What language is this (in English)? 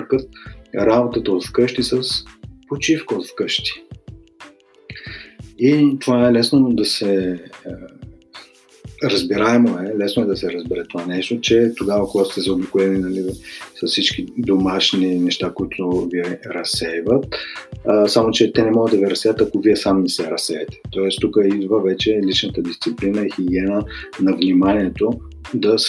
Bulgarian